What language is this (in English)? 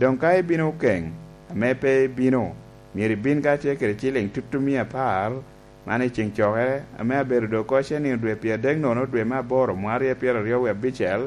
Lango (Uganda)